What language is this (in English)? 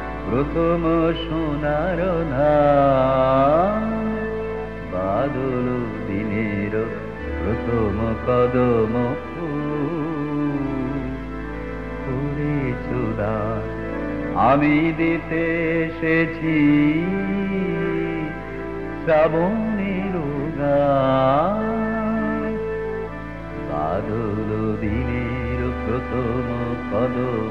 Bangla